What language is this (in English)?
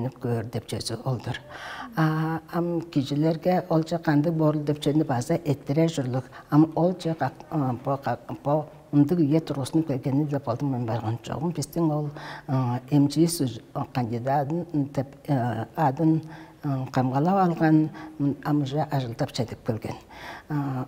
Tuvinian